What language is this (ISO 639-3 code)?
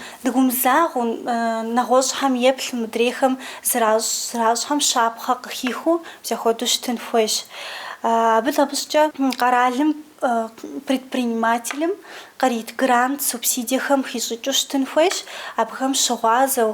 kbd